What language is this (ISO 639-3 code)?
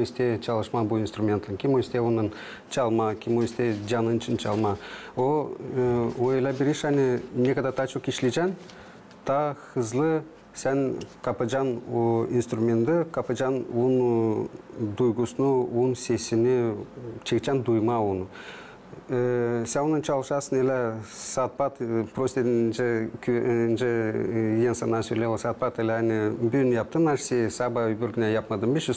gag